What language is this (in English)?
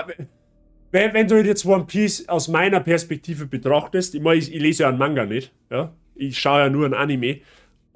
Bavarian